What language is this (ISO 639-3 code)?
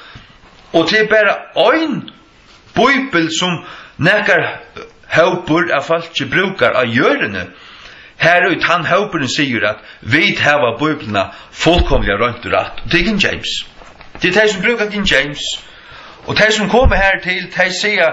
fao